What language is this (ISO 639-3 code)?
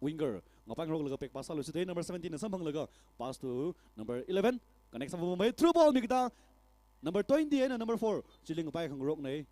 nmf